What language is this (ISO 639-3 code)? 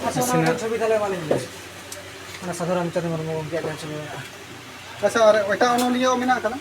sat